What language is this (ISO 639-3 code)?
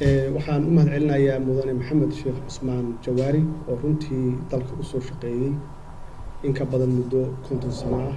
som